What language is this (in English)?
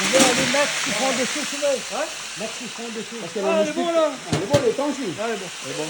Réunion Creole French